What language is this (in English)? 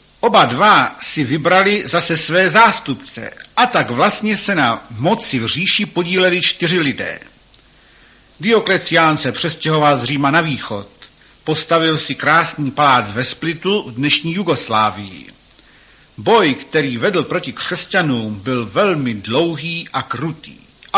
Czech